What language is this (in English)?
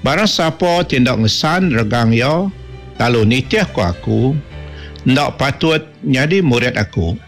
Iban